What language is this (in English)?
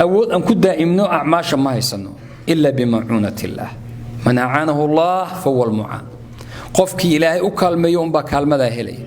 Somali